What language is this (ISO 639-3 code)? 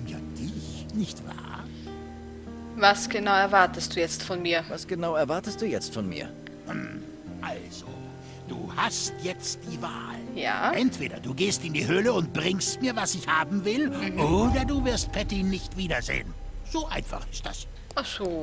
deu